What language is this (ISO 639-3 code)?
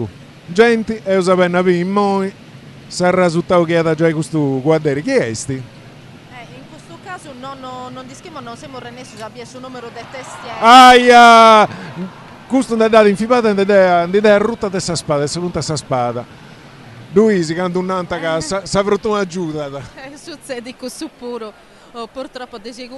srd